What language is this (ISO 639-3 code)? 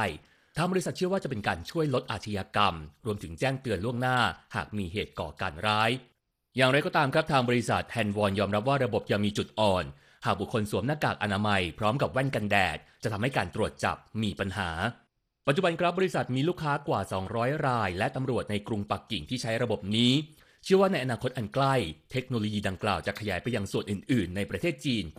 tha